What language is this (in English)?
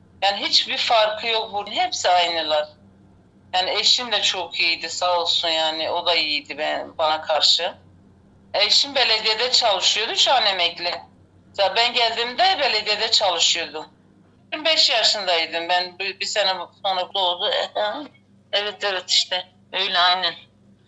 Turkish